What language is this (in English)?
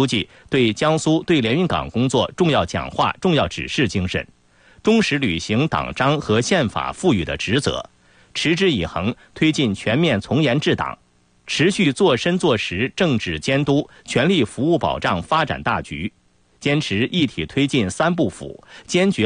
Chinese